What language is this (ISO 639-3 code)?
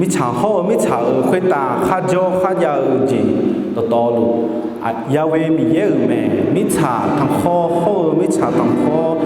ahk